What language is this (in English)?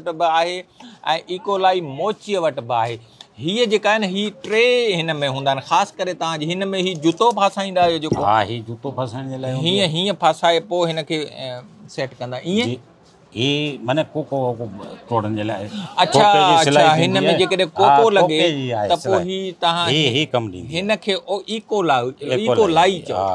Sindhi